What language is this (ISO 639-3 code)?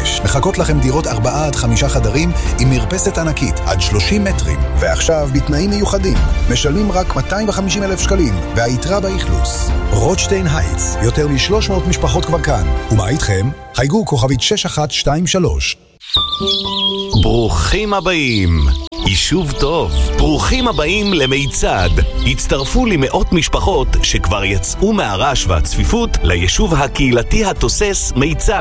heb